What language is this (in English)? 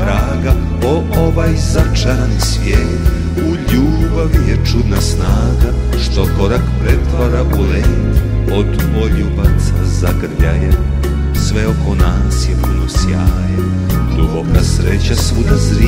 Serbian